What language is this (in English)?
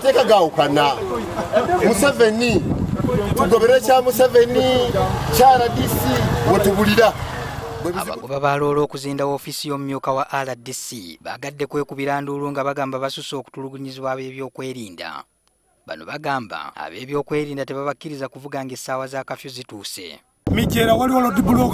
Ganda